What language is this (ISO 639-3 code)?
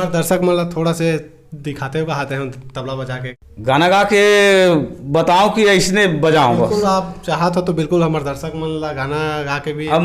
hne